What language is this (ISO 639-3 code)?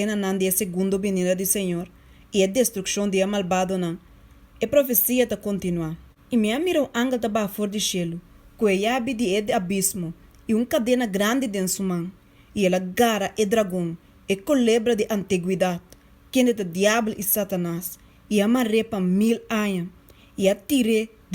pap